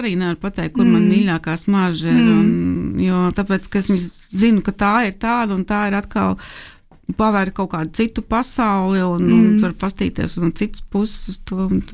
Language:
Latvian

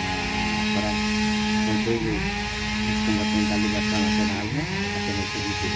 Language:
Tetum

